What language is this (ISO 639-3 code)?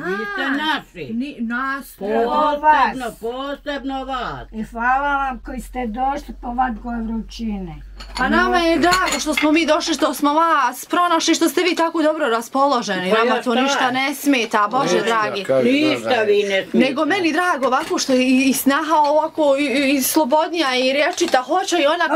bos